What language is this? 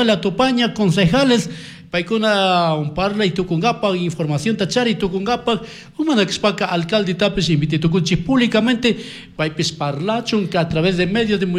Chimborazo Highland Quichua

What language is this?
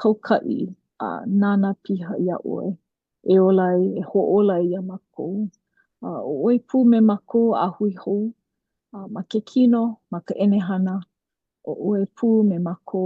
Hawaiian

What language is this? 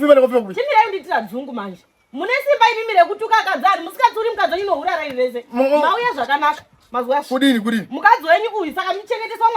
Shona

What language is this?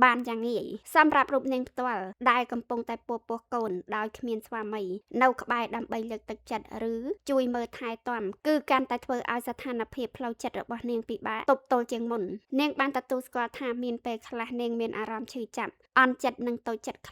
Khmer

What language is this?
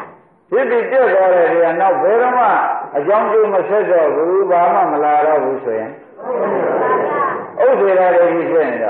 Burmese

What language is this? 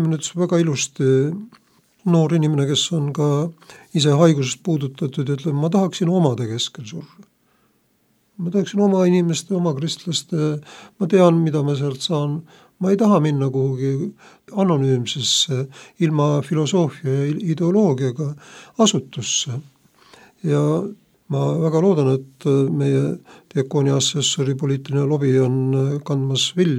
Estonian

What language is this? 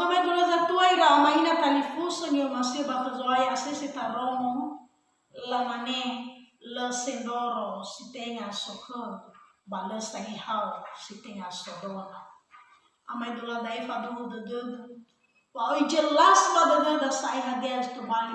Nias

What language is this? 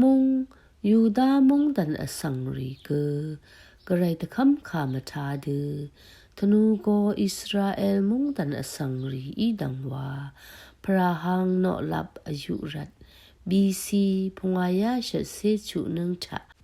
Rawang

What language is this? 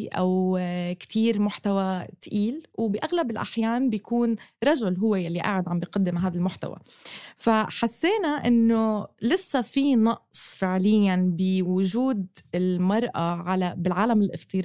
North Levantine Arabic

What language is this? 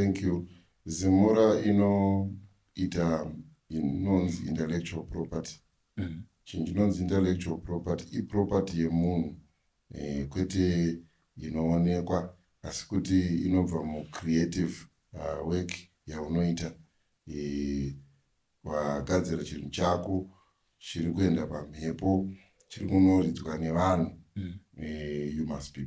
Shona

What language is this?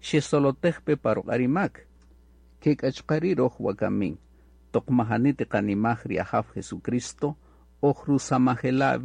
Kaqchikel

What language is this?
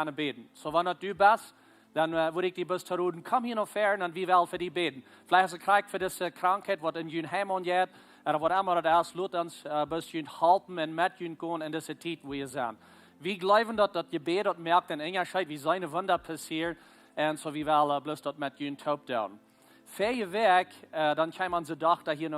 Plautdietsch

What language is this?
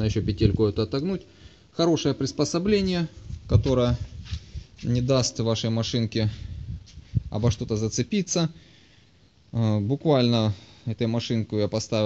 Russian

